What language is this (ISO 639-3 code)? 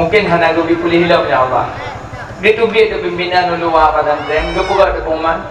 ace